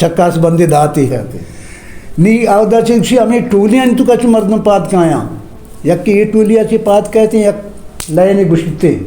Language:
Eastern Balochi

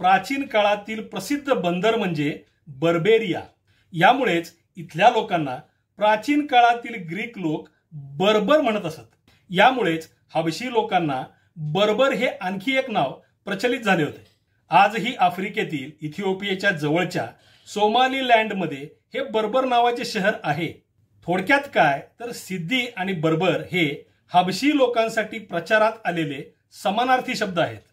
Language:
Marathi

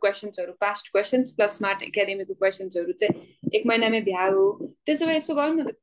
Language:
Nepali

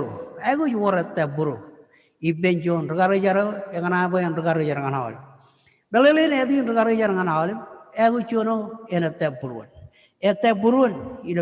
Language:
Marshallese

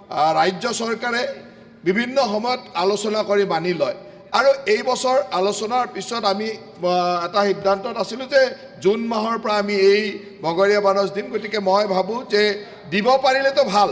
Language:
Assamese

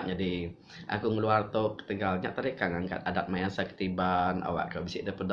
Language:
Iban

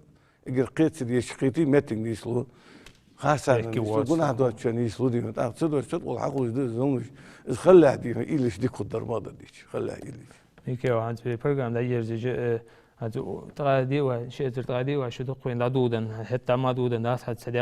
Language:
Ingush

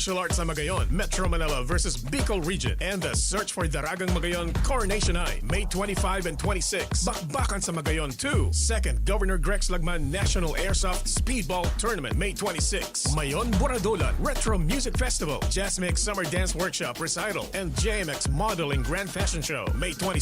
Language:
Bikol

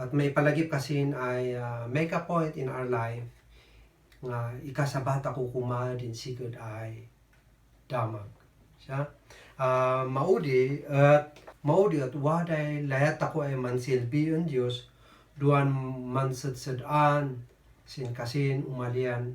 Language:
Kankanaey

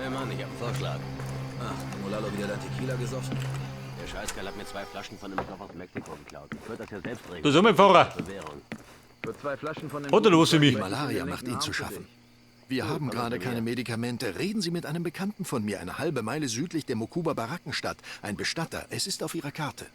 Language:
Bavarian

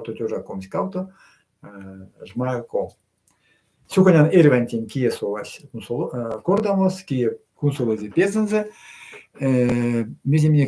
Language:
Erzya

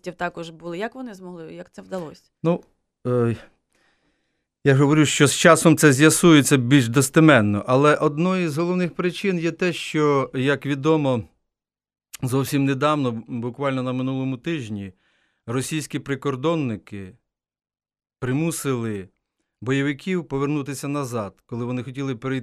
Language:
Ukrainian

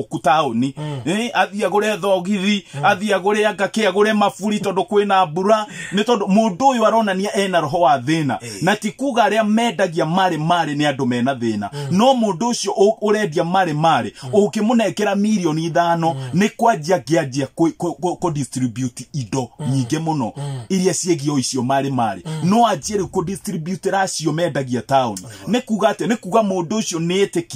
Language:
Kikuyu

